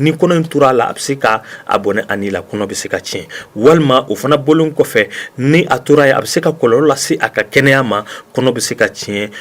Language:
Bambara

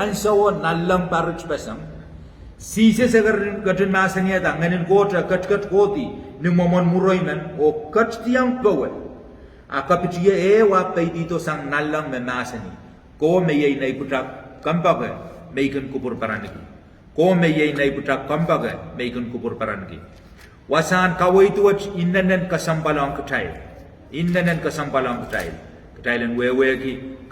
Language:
Pohnpeian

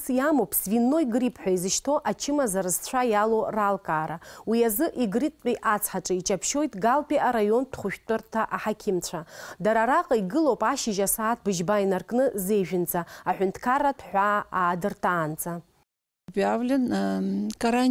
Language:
Abkhazian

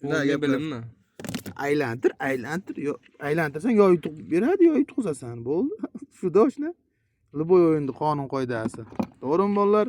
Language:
Uzbek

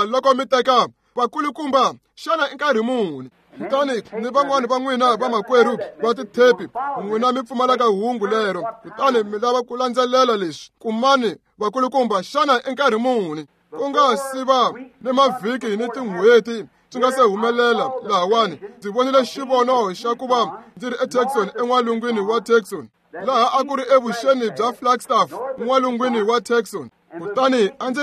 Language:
Tsonga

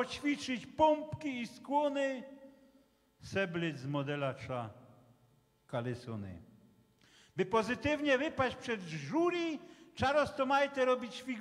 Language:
Silesian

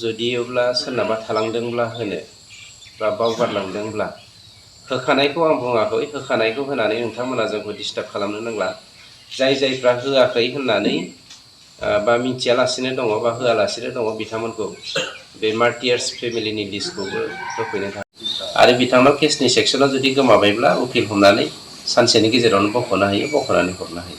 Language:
Bodo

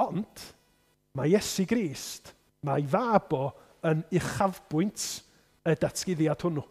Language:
Welsh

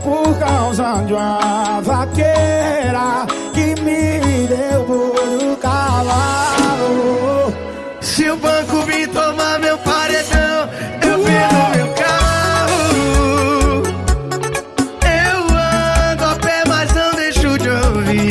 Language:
Portuguese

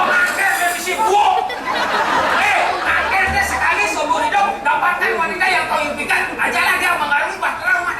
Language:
Balinese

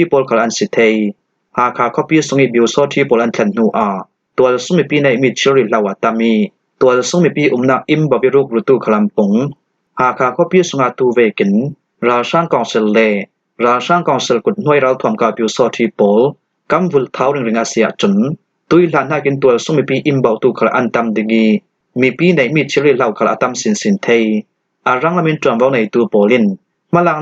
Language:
Falam Chin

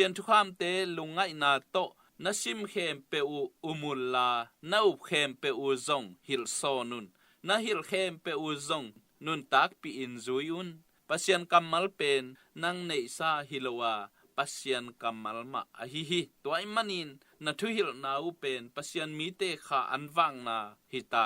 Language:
Tedim Chin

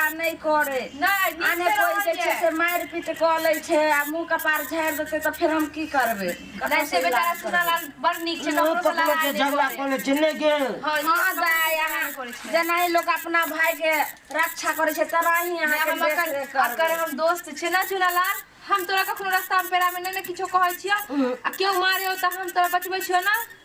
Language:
Maithili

